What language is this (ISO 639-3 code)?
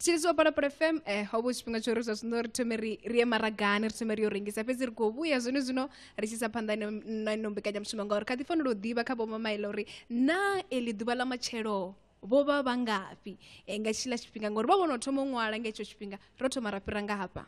ven